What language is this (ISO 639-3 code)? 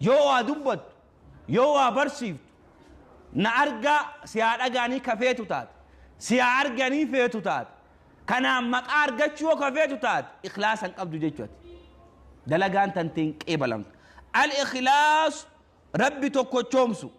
orm